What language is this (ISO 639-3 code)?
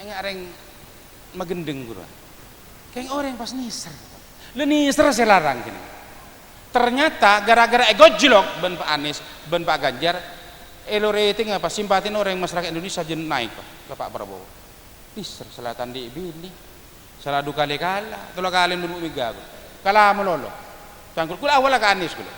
mad